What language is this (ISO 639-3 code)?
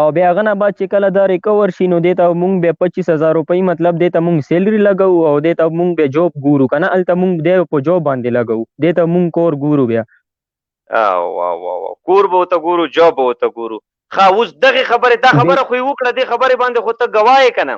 pus